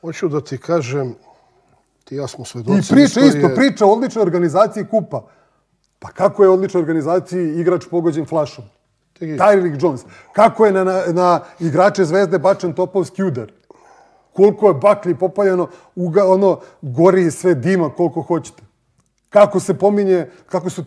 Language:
Serbian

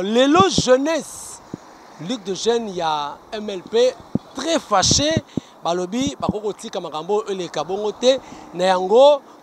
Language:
Lingala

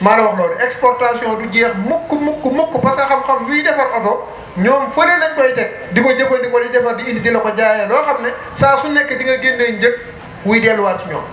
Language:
Wolof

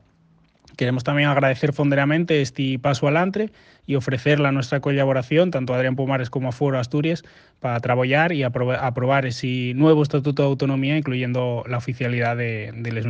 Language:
Galician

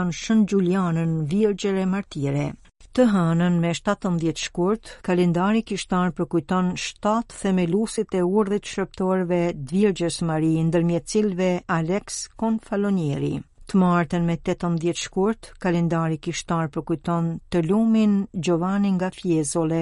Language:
Albanian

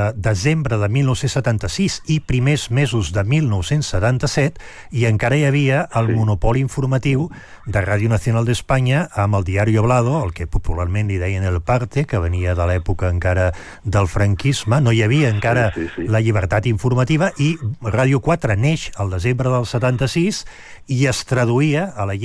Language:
Catalan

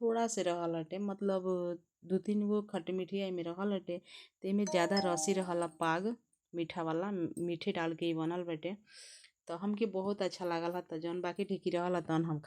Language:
Bhojpuri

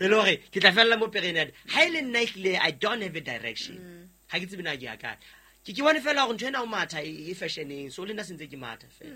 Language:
Southern Sotho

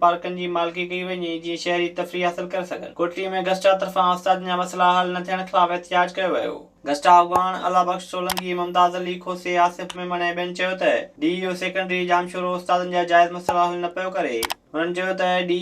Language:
Sindhi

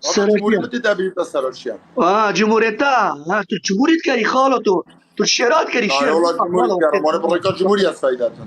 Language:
Kurdish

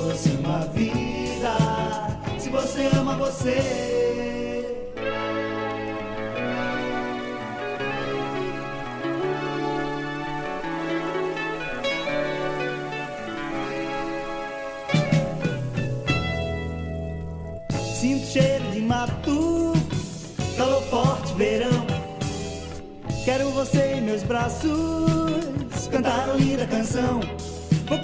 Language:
Portuguese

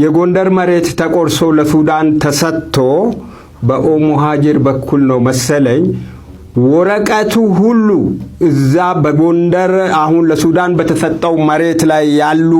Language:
Amharic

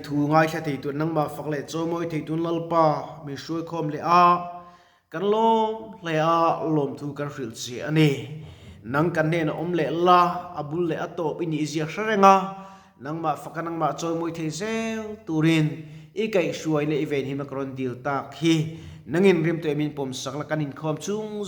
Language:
Mizo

